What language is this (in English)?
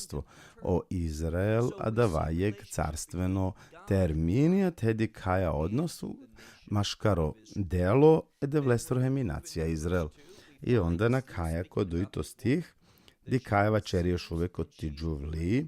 Balkan Romani